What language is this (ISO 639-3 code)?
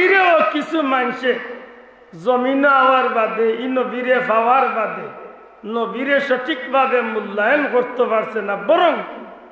syl